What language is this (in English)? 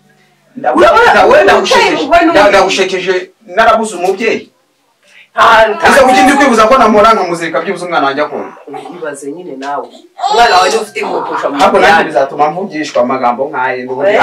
Kinyarwanda